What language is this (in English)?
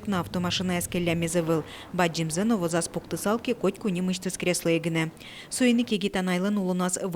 Udmurt